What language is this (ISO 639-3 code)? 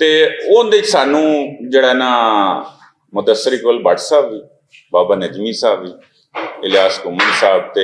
lah